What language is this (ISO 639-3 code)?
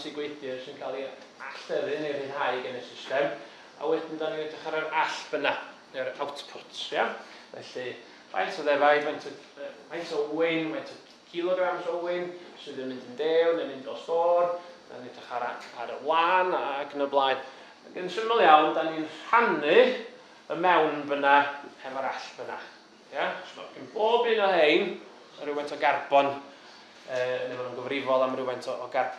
cym